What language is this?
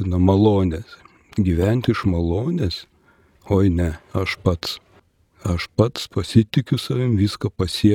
Lithuanian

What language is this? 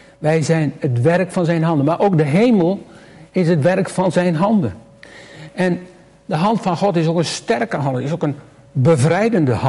Dutch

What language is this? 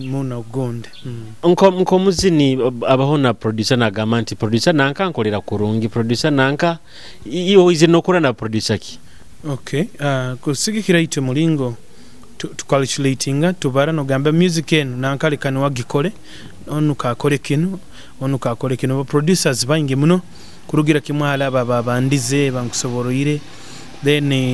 Nyoro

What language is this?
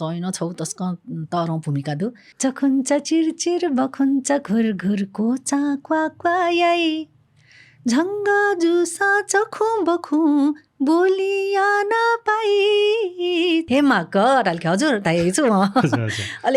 Newari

